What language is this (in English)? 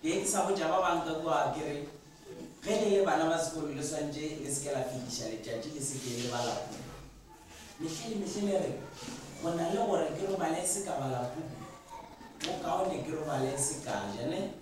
Northern Sotho